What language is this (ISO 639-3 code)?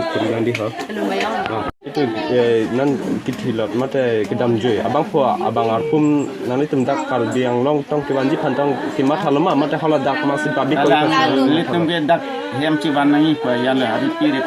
mjw